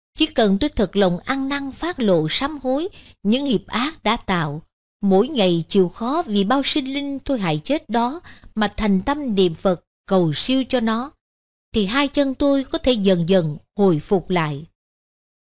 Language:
Vietnamese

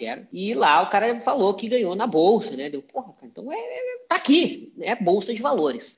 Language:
Portuguese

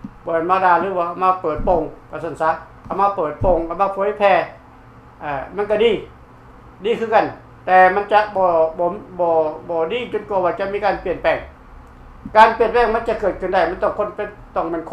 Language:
Lao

